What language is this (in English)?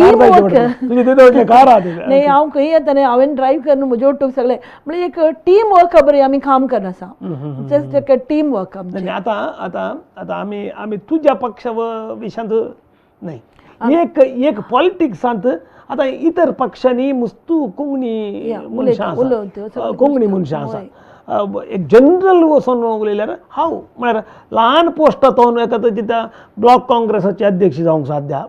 Konkani